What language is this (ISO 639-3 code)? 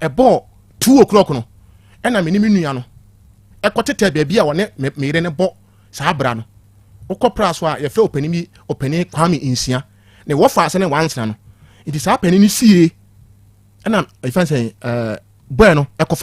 aka